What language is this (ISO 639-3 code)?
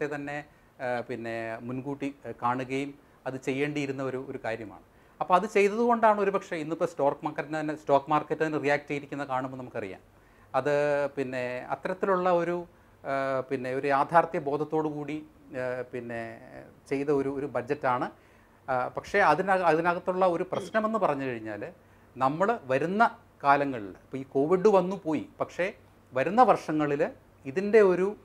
mal